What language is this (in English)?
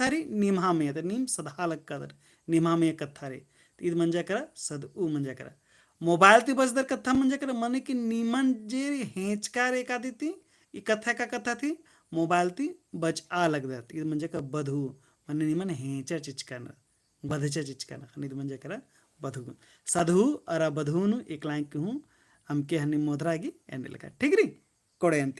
Kurukh